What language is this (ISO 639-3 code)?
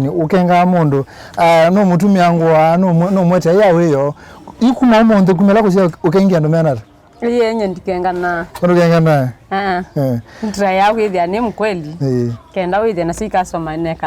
kam